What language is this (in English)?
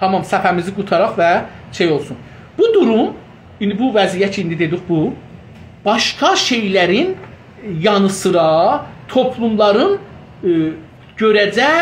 South Azerbaijani